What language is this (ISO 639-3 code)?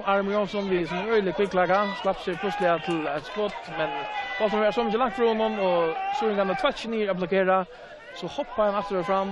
fao